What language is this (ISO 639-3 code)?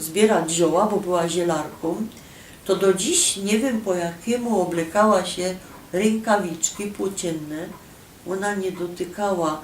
szl